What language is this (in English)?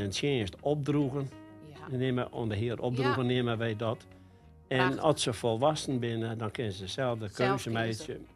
Western Frisian